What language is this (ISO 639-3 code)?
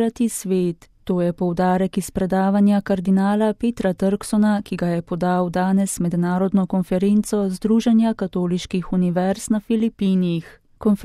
slv